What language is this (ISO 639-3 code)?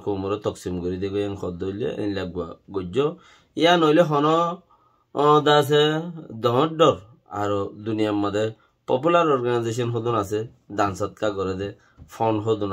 rhg